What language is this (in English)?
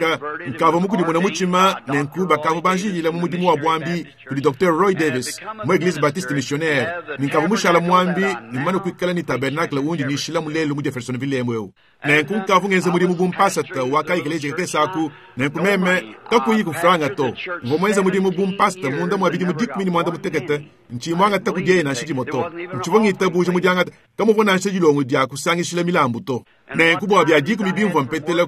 Luba-Lulua